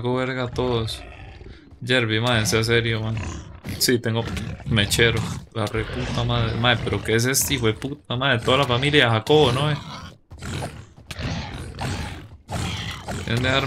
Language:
Spanish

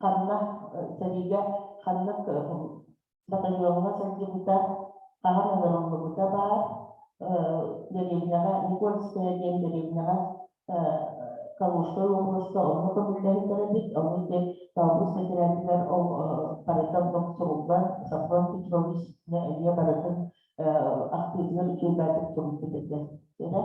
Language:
Yakut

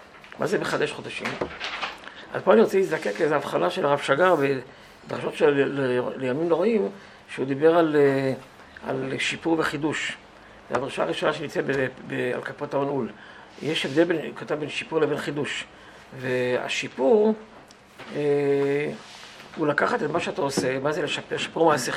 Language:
Hebrew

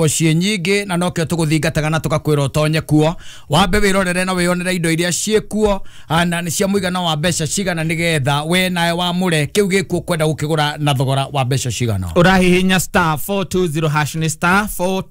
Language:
Kikuyu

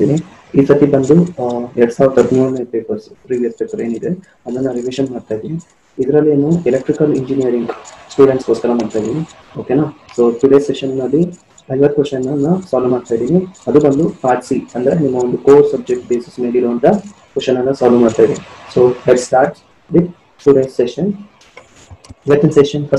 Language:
Kannada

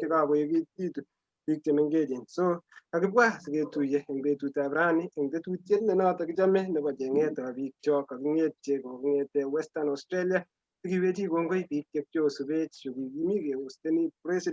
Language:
Kalenjin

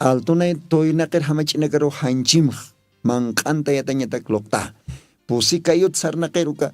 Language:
Aymara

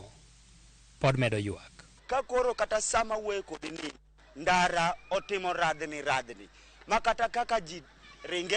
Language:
Luo (Kenya and Tanzania)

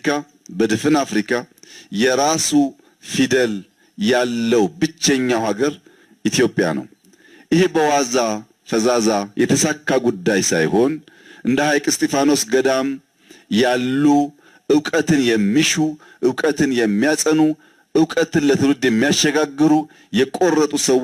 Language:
Amharic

